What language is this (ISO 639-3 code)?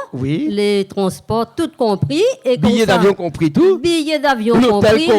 rcf